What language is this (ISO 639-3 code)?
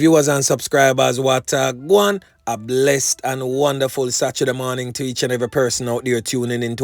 jam